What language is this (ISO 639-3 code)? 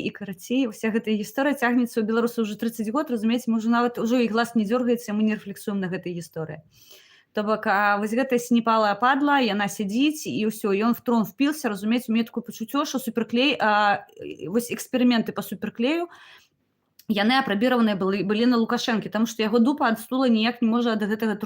bel